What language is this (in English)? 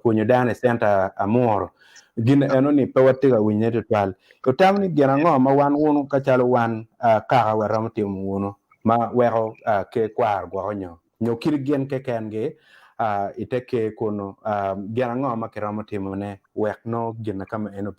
Acoli